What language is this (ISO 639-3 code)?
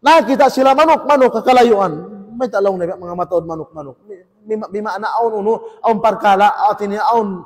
tsg